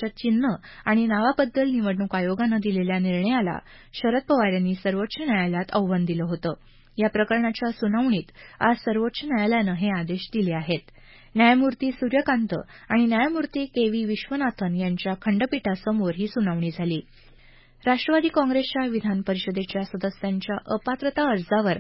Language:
Marathi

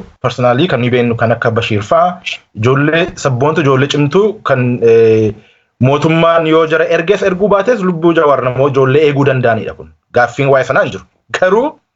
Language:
Oromo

